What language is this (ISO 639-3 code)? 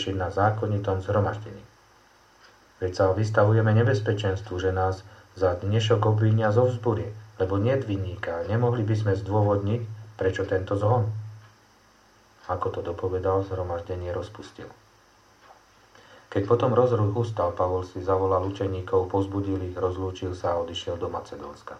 slk